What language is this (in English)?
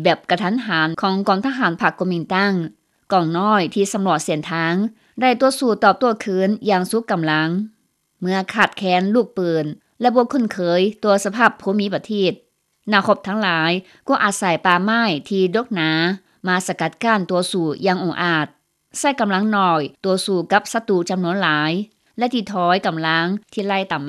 Lao